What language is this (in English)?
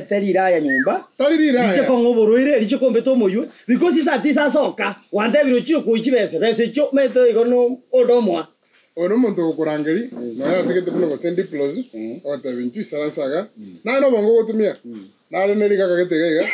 Gusii